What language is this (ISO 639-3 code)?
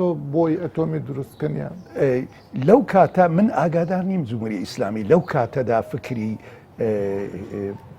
ckb